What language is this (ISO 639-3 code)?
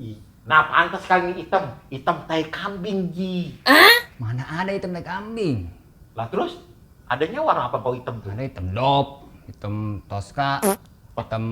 bew